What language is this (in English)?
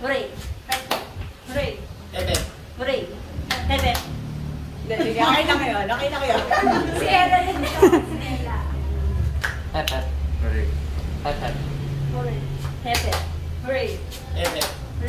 Filipino